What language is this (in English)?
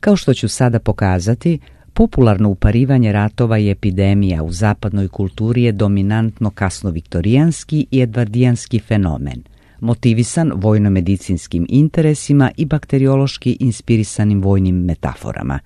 Serbian